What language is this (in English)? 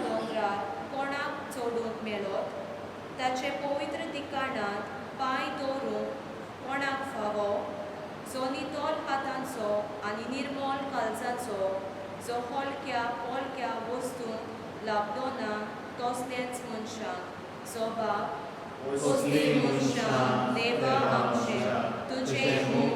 Konkani